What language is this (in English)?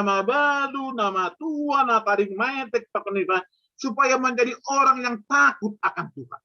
Batak Simalungun